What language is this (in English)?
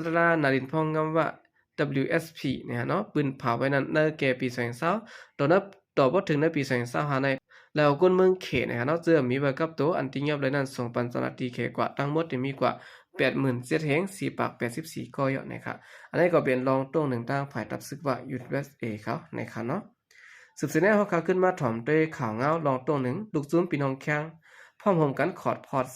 Shan